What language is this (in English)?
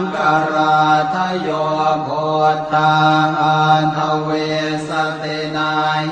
Pali